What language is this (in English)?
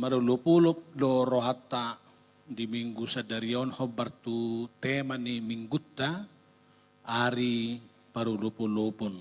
Batak Toba